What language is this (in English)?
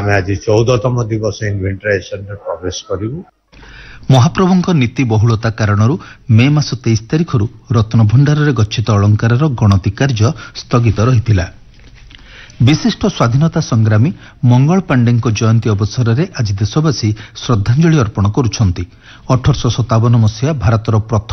Odia